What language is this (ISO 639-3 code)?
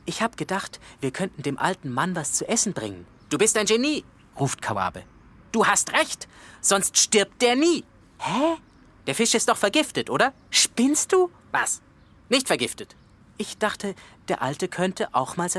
gsw